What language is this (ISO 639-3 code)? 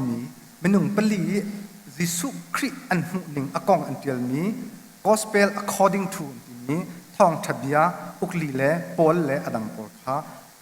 cnh